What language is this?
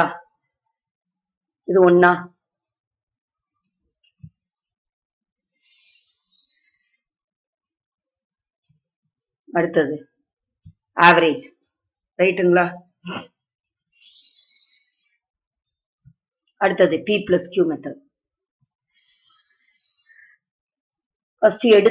Tamil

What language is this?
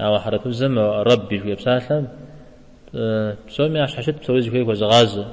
Kabardian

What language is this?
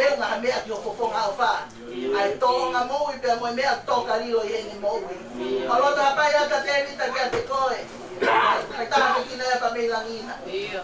Tongan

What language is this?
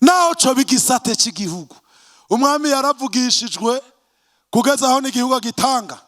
Rundi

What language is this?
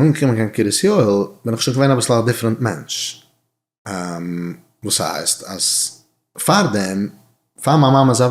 Yiddish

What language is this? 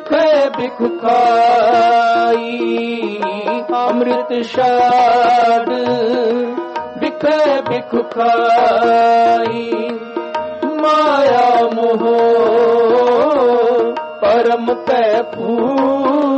Punjabi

